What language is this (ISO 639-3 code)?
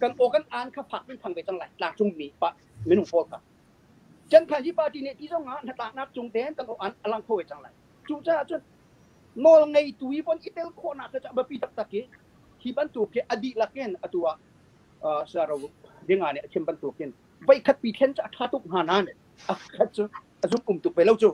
cnh